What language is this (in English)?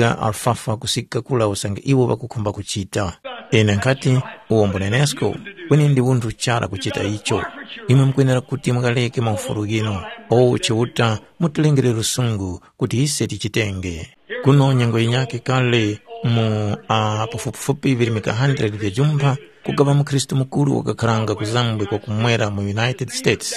Tumbuka